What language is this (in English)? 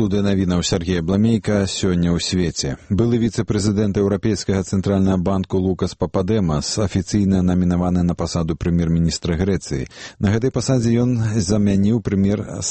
Belarusian